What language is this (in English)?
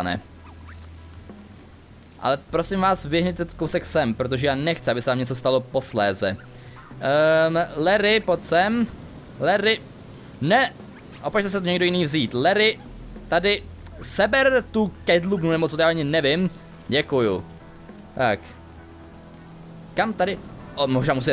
Czech